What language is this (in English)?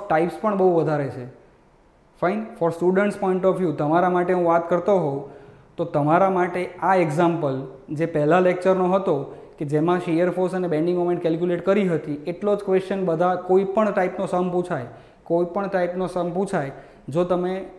Gujarati